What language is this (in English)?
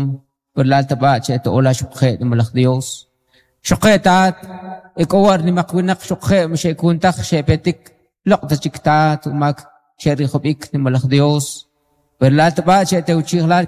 Kʼicheʼ